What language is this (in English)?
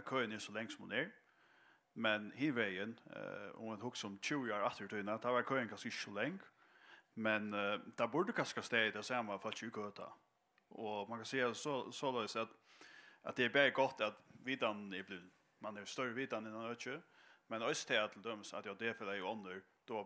Faroese